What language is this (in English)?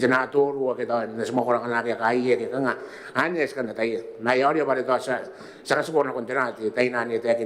Gilbertese